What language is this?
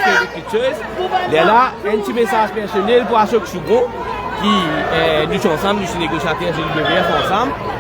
Morisyen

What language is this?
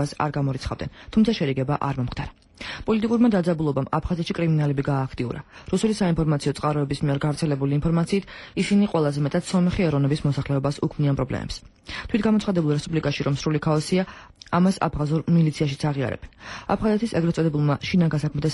Georgian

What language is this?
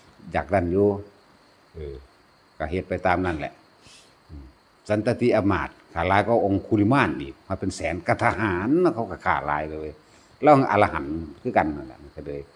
Lao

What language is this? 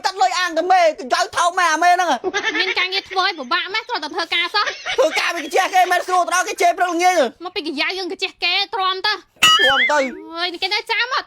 Khmer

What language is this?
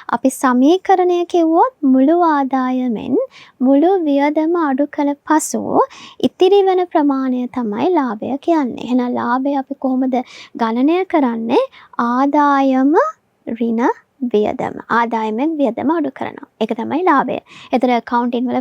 Sinhala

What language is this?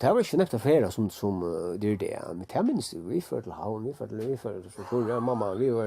Faroese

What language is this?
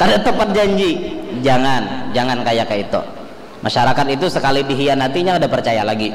Banjar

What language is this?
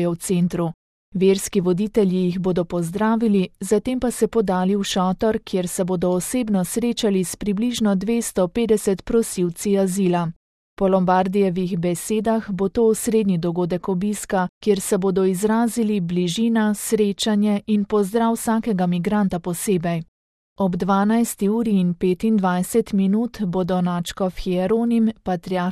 Slovenian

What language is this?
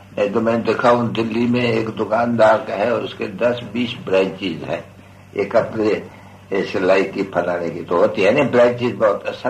Hindi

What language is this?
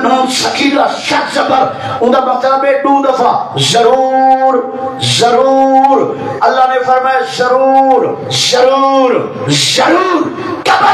Saraiki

